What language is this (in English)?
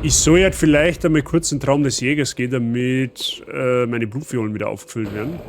Bavarian